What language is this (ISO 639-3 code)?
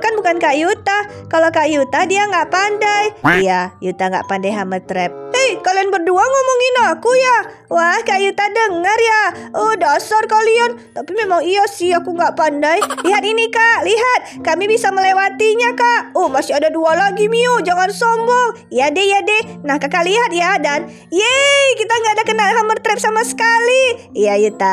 ind